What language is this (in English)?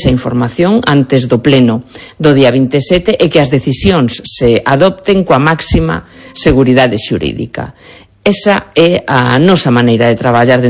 Galician